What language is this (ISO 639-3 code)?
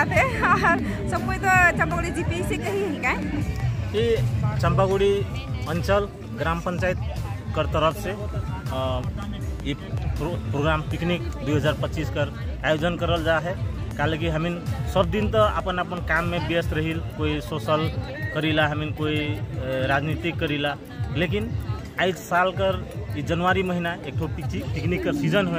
sck